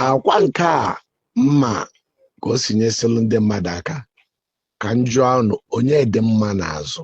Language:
Igbo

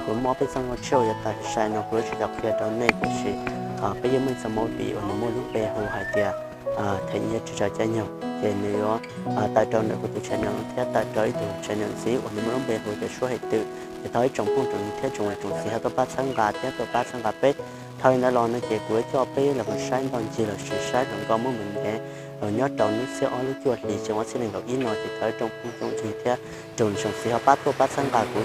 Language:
Hmong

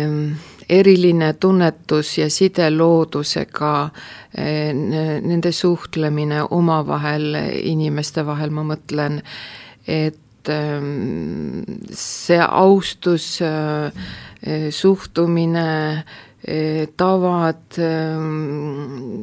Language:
Estonian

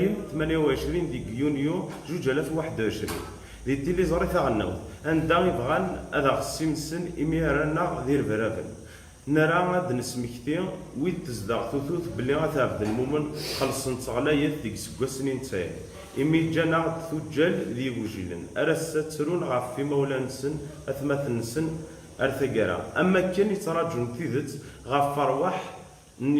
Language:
Kabyle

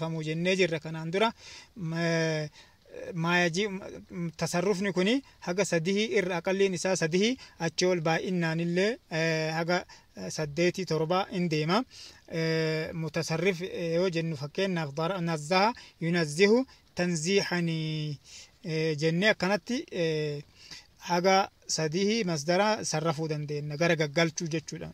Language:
Oromo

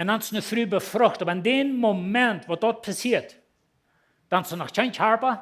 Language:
Plautdietsch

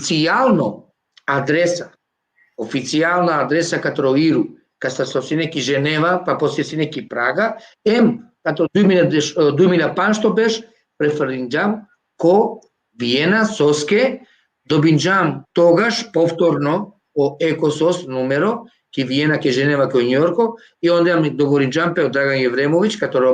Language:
Balkan Romani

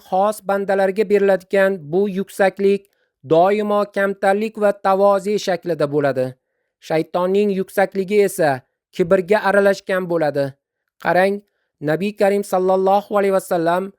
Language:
Uzbek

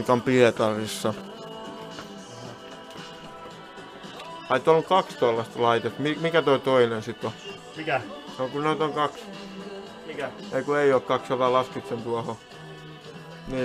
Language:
Finnish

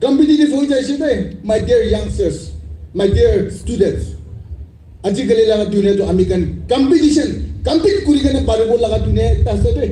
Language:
Naga Pidgin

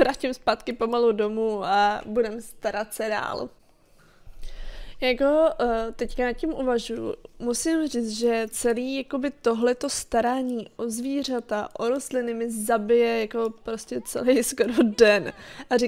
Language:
Czech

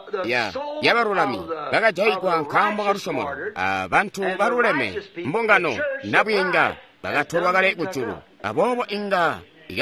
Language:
Tonga (Zambia)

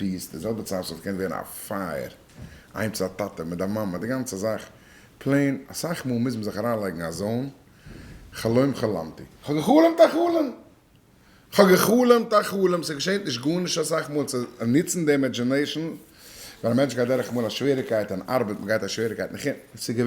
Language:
Yiddish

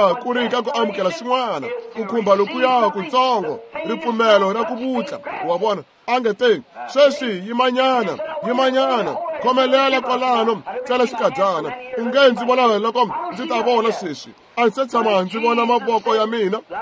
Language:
Tsonga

